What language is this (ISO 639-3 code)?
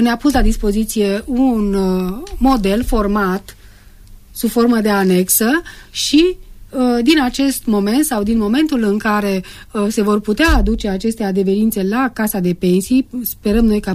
ron